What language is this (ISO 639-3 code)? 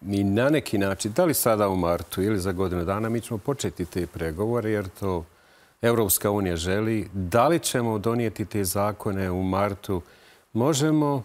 bos